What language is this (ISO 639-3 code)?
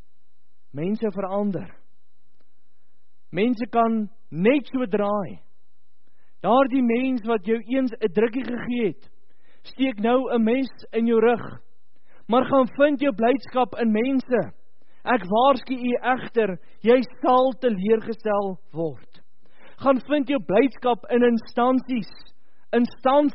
afr